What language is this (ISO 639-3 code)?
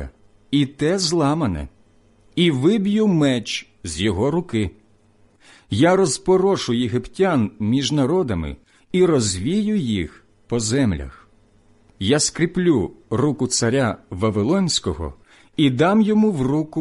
ukr